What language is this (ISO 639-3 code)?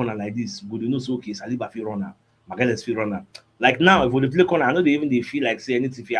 pcm